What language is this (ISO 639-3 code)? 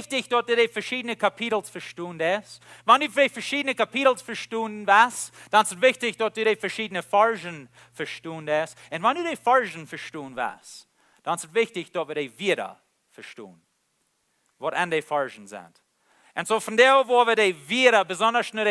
pdt